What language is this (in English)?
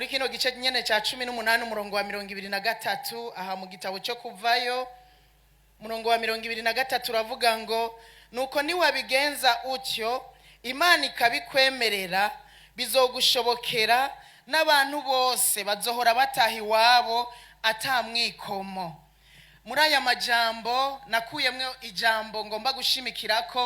Rundi